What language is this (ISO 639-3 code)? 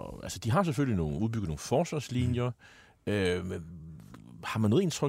dan